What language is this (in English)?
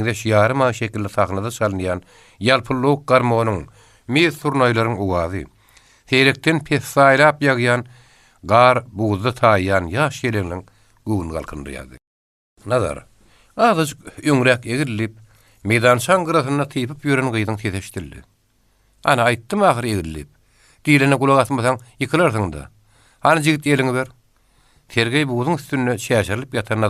Turkmen